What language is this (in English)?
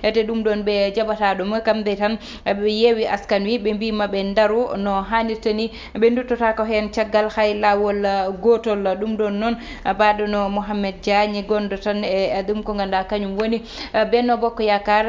Fula